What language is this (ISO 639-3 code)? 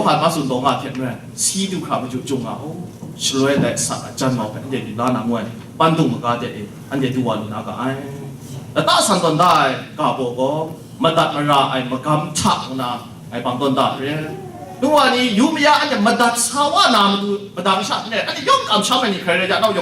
kac